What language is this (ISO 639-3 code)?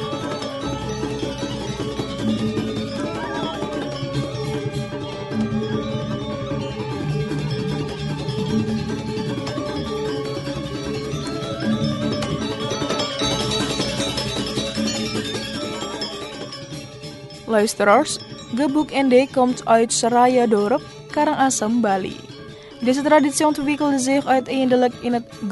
nld